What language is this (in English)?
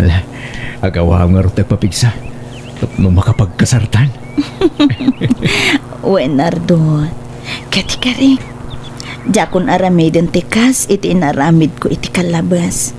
Iloko